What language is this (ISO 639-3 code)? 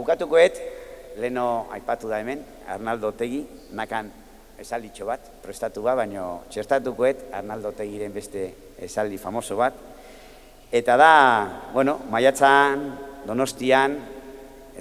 eus